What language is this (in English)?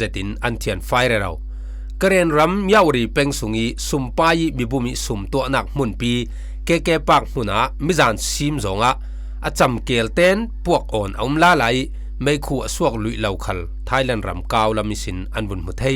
Falam Chin